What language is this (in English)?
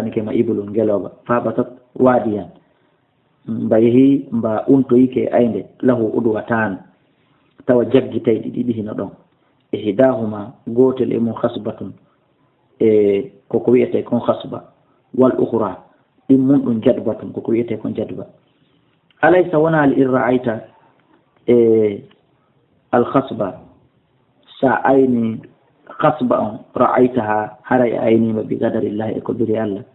Fula